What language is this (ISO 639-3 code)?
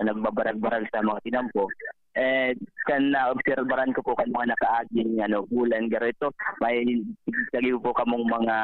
bik